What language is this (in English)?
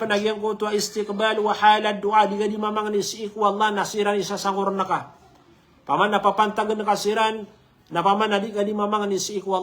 Maranao